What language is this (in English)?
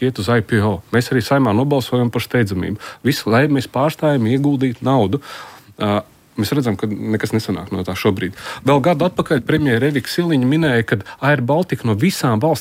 Latvian